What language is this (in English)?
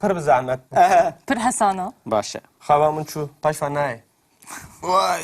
Kurdish